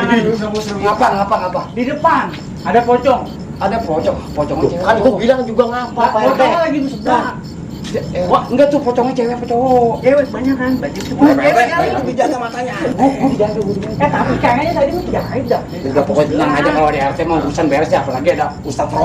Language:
Betawi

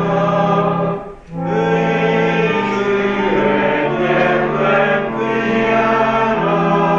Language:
Hungarian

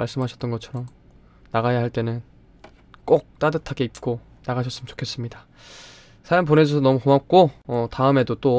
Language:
Korean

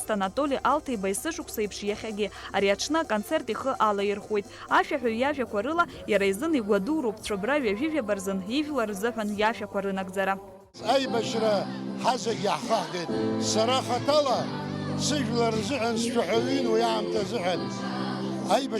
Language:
Abkhazian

